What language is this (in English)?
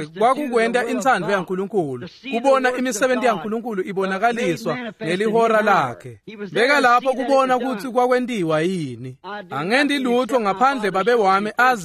Swati